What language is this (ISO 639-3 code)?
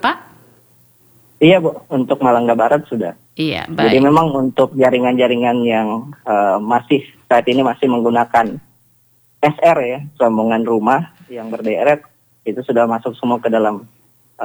ind